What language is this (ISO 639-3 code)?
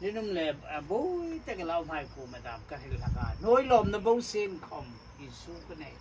hmr